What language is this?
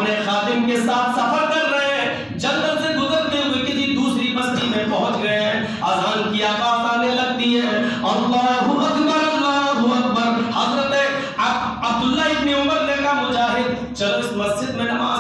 Urdu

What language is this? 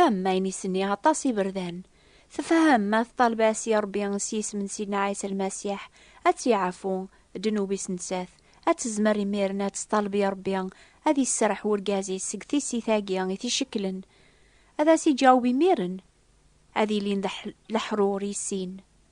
Kabyle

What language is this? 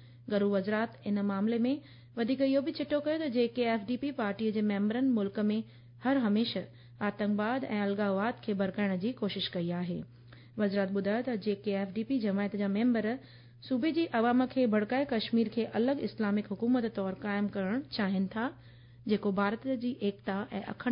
Sindhi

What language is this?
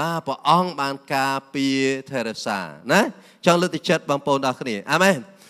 Khmer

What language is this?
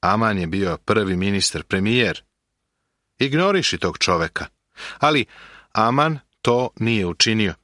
Serbian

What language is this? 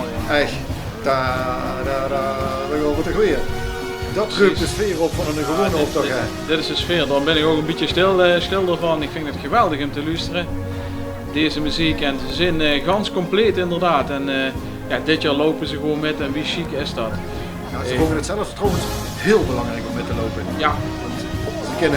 Limburgish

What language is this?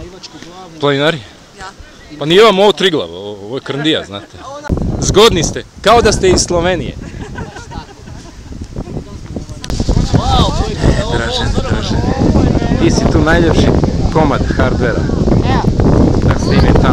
Croatian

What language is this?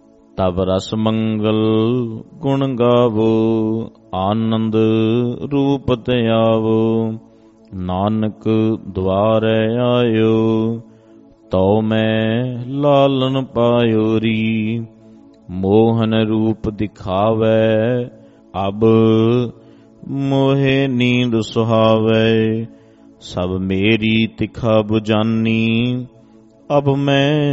Punjabi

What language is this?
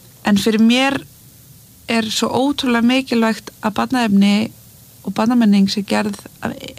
Icelandic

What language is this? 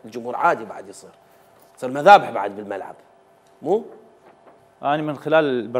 Mesopotamian Arabic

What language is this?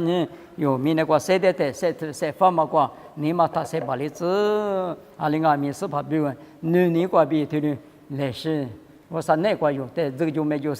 Lisu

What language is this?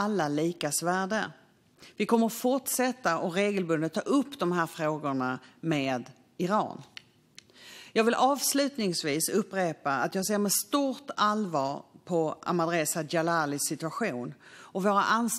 Swedish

